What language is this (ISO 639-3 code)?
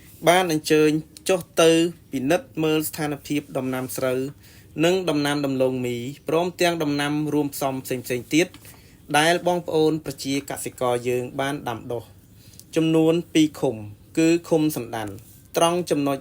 khm